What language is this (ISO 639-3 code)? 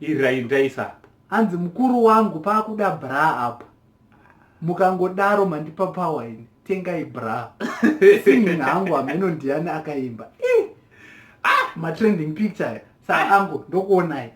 sna